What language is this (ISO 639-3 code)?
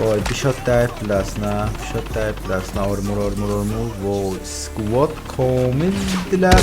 azb